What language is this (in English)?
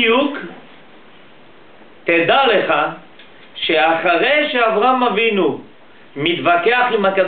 Hebrew